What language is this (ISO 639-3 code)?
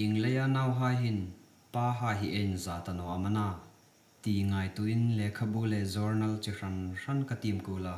hmr